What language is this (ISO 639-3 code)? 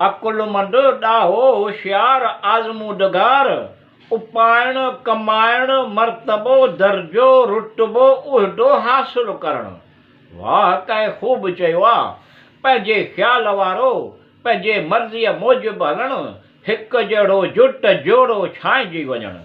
snd